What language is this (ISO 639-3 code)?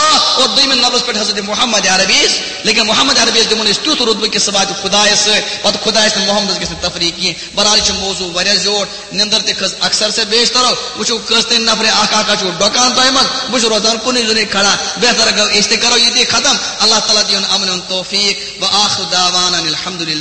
kas